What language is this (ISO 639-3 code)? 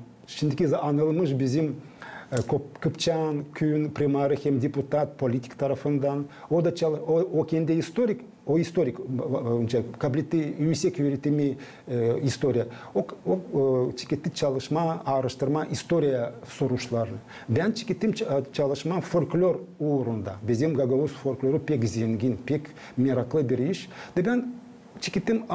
gag